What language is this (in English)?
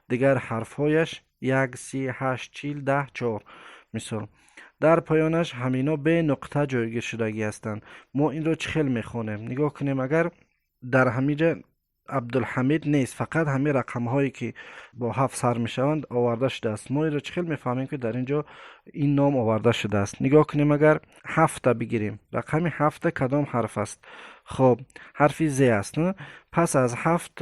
Tajik